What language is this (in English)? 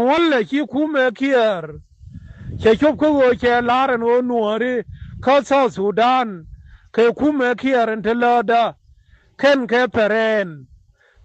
Nuer